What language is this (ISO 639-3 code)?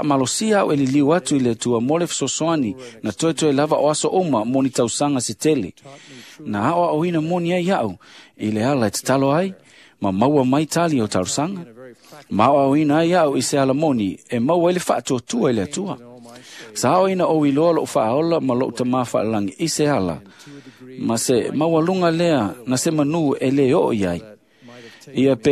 smo